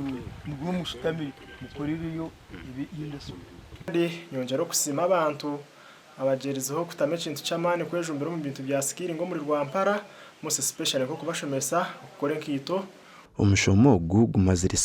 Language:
Nyankole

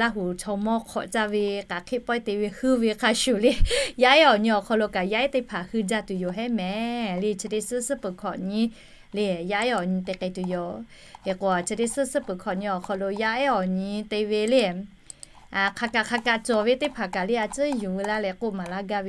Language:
Lahu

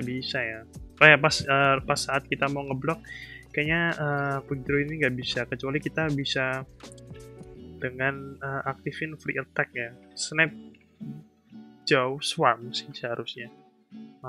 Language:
Indonesian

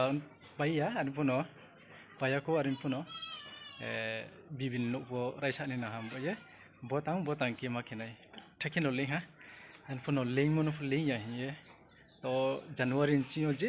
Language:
Riang (India)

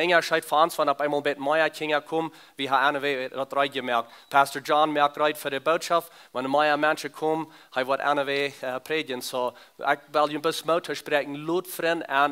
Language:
Plautdietsch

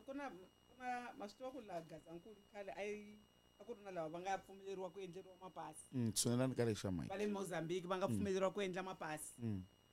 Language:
Tsonga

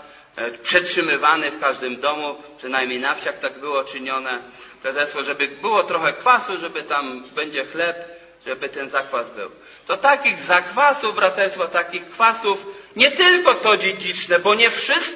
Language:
Polish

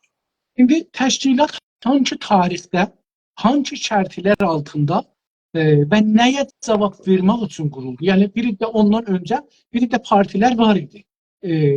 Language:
South Azerbaijani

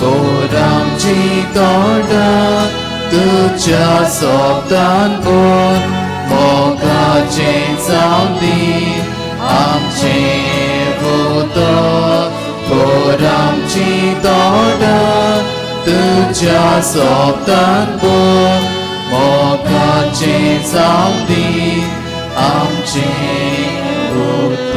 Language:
Konkani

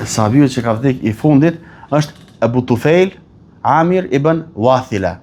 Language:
Albanian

